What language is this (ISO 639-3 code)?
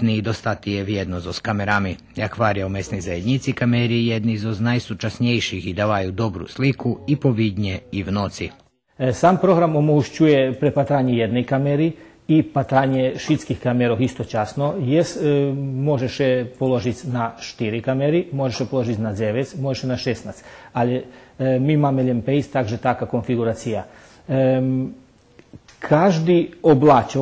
rue